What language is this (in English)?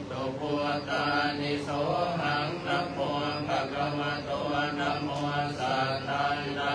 Pali